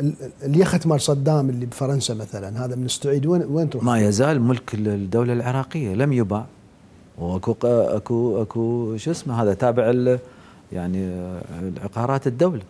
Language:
Mesopotamian Arabic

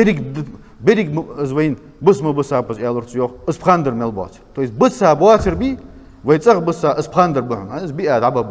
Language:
Ingush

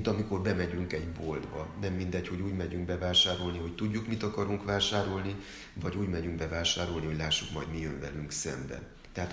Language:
Hungarian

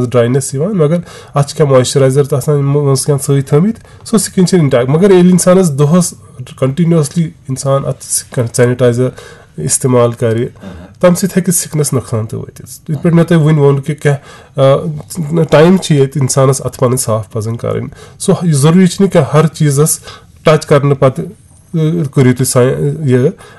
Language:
Kashmiri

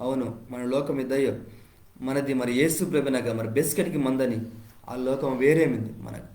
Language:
Koya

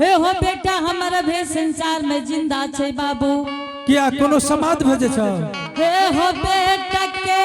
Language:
Angika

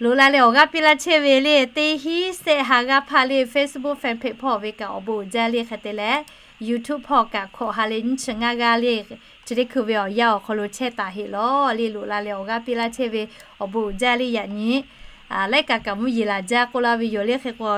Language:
Lahu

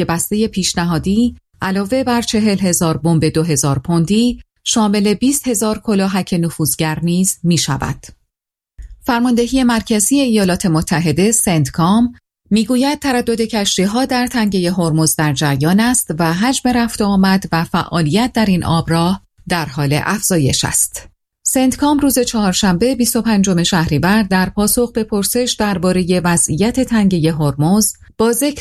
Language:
Persian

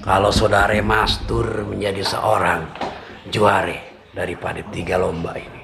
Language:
Betawi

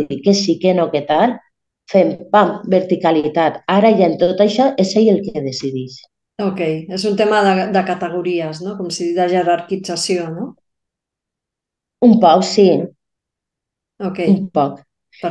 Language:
Catalan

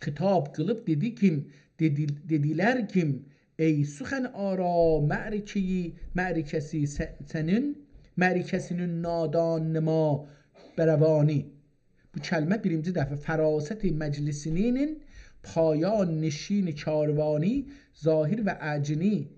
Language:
South Azerbaijani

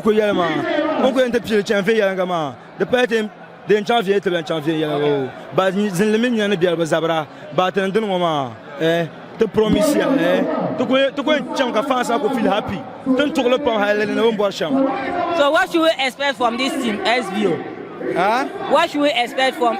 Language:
Dagbani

